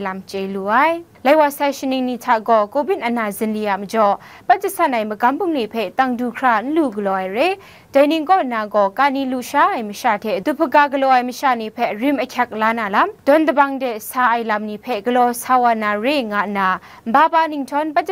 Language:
Kachin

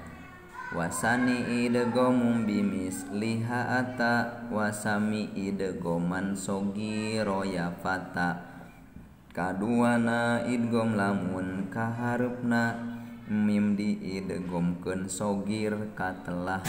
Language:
Sundanese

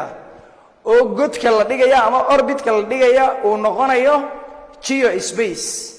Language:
Somali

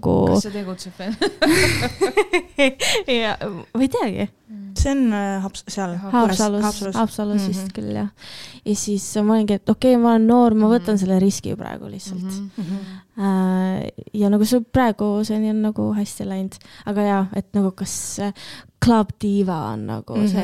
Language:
Estonian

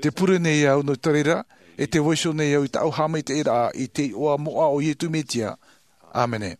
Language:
Tahitian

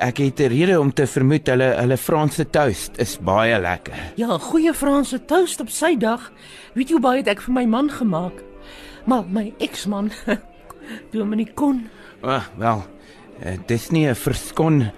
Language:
Afrikaans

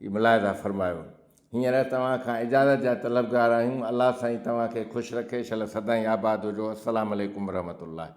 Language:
Sindhi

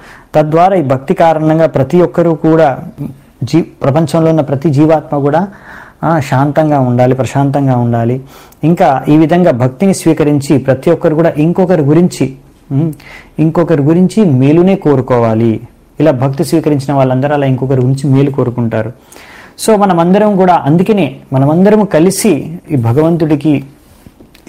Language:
Telugu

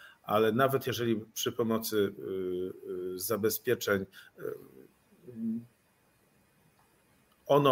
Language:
Polish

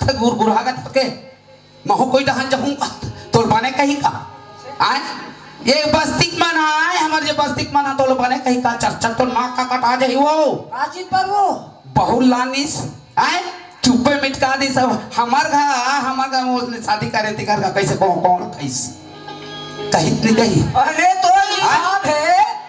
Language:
Chhattisgarhi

